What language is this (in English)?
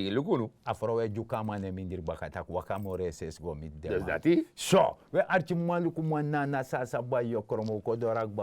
Sranan Tongo